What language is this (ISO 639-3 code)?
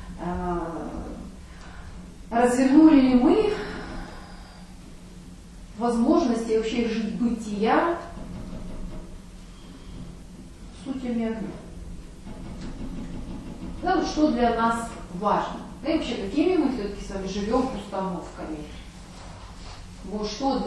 rus